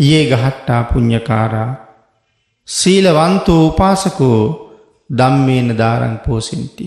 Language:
Sinhala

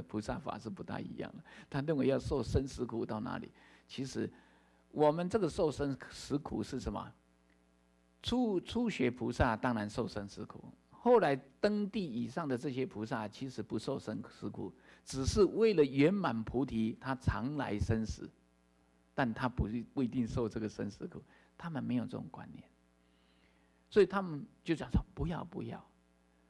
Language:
Chinese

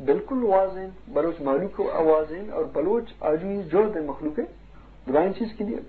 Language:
Eastern Balochi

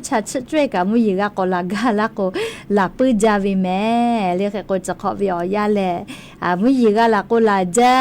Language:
Lahu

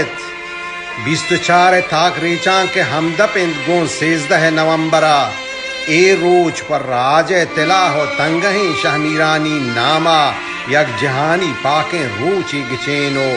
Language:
Baluchi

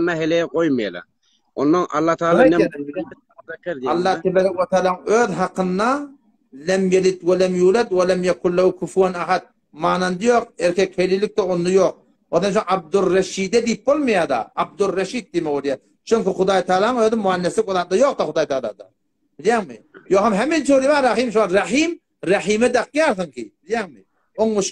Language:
Turkmen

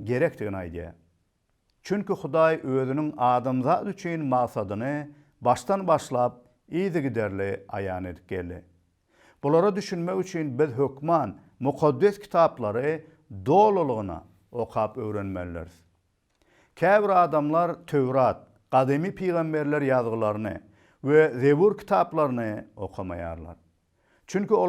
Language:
Turkmen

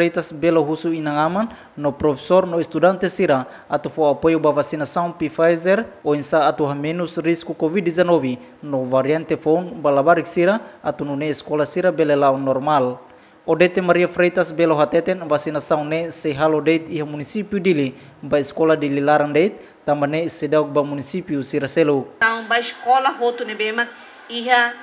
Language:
Tetum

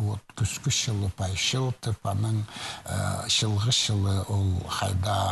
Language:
Khakas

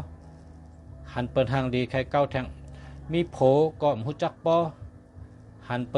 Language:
Shan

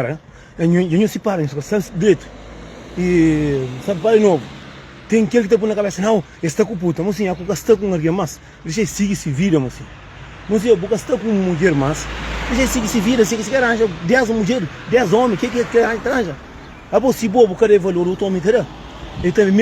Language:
Kabuverdianu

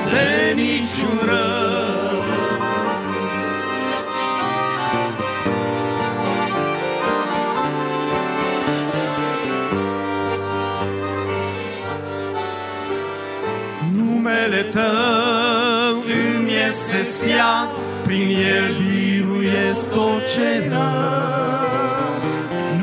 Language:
Romanian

